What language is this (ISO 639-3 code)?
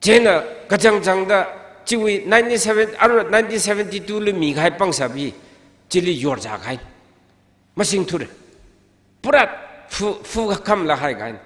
nmf